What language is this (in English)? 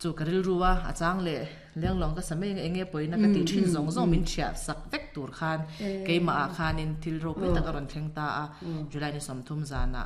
Mizo